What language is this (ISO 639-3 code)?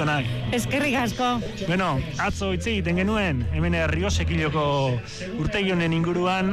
eus